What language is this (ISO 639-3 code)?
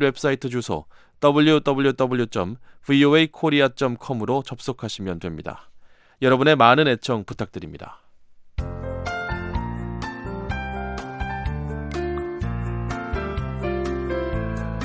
kor